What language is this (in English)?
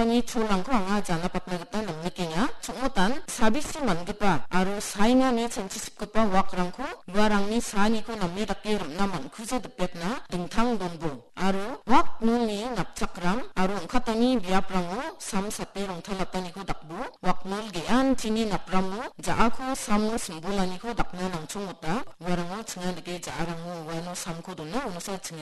Garo